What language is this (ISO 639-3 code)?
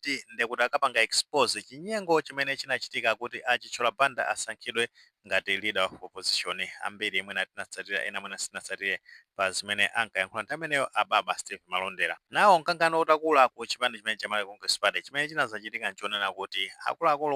nya